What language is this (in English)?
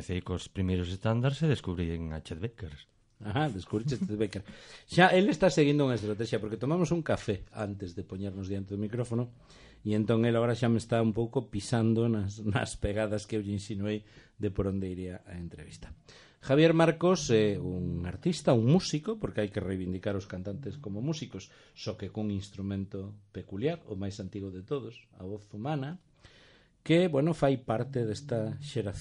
Galician